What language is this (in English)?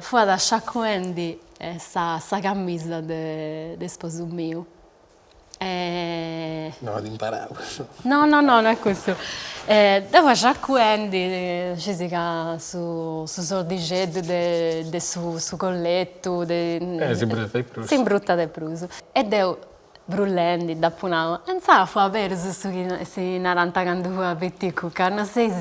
Sardinian